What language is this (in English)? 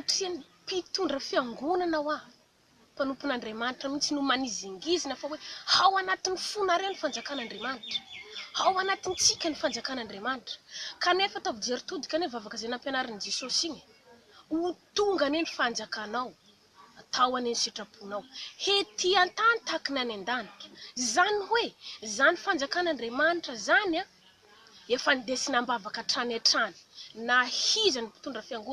Malagasy